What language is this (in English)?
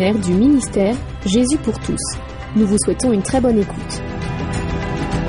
French